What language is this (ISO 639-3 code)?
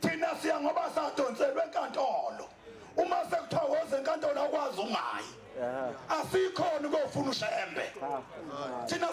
zul